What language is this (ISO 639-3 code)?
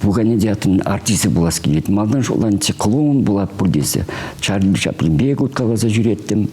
chv